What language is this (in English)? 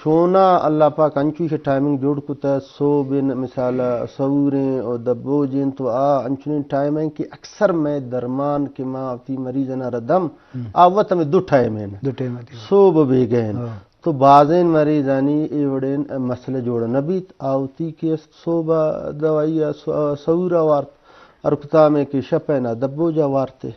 Eastern Balochi